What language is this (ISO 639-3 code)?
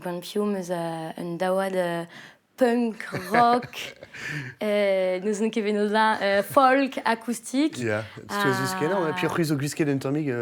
bre